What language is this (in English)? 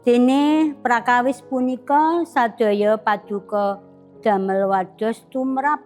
Javanese